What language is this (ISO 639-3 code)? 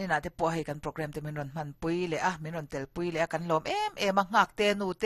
lus